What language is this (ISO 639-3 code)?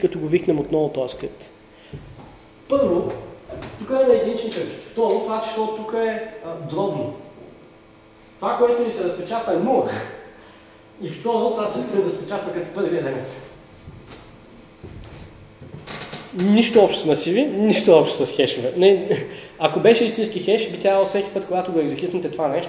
bul